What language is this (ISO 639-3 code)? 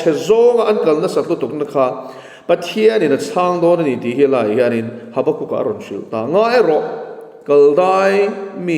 lus